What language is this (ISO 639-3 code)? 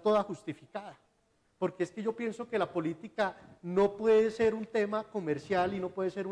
spa